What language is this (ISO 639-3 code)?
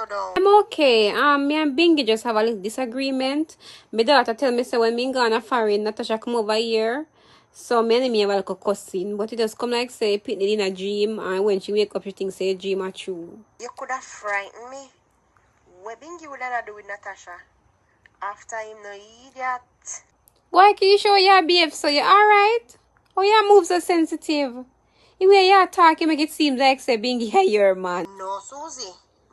jam